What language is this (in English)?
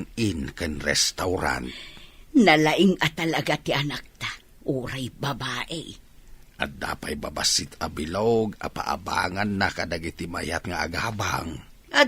Iloko